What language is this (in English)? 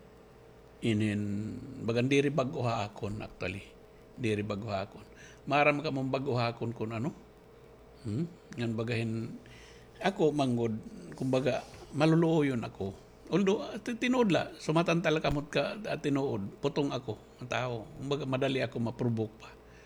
Waray